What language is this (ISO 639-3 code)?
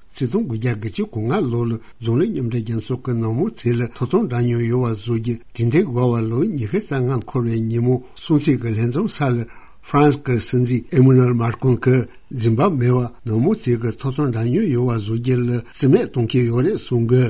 bod